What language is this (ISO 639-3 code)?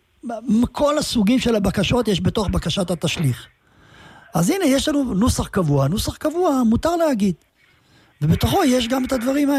heb